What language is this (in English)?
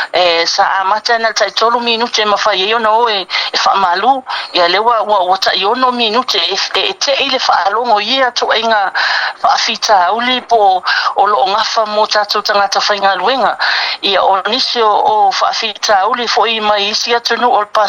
Samoan